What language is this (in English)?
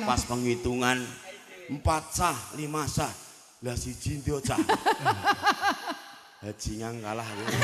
Javanese